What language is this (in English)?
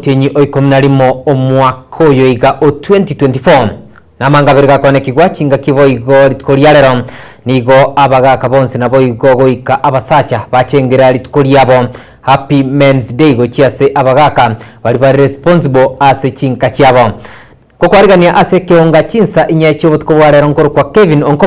Gusii